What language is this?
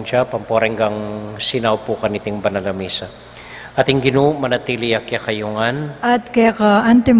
Pampanga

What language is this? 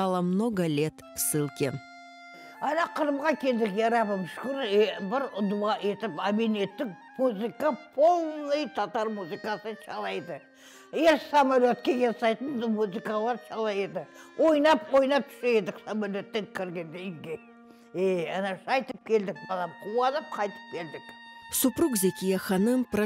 Crimean Tatar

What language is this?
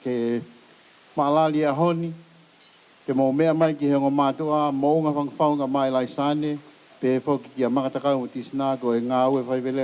Tongan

